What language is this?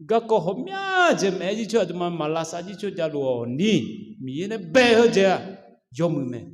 Akha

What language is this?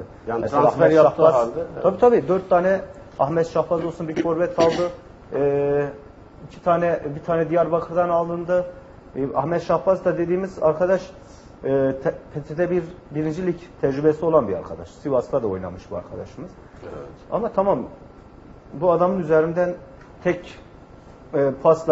Turkish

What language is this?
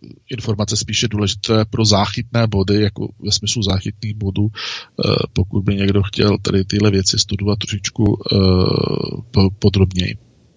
Czech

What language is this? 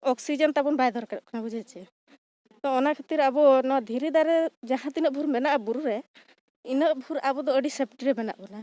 Santali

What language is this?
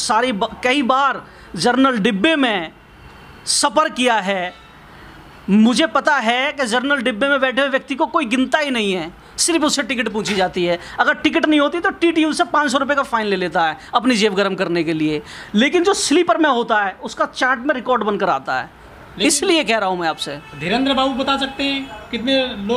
Hindi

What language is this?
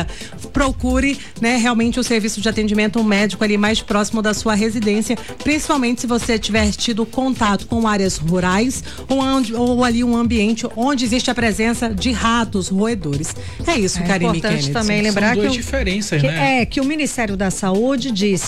Portuguese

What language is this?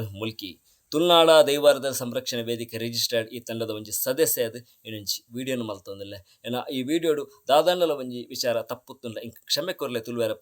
Tulu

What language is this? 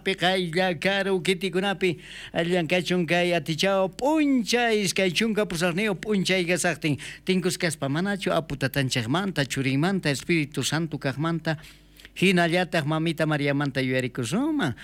South Bolivian Quechua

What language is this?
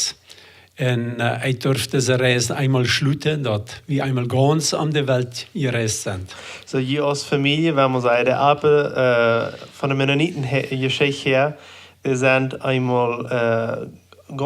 Plautdietsch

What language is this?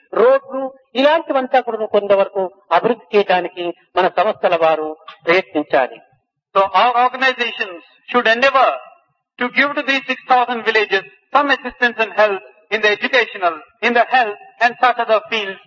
Telugu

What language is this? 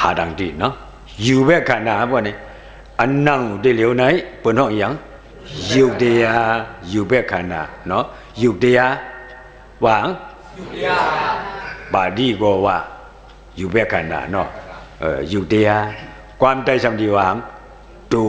Shan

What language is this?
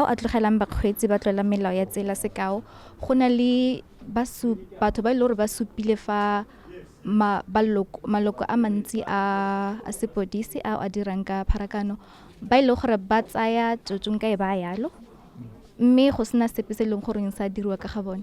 Tswana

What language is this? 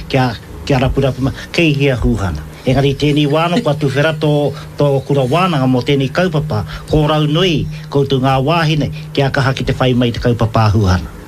Māori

